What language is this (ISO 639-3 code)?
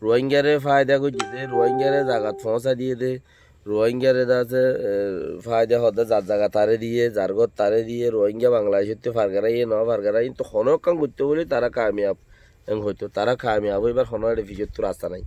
rhg